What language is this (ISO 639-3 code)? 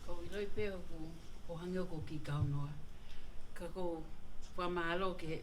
ton